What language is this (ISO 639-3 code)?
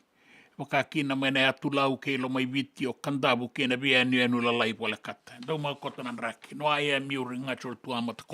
fij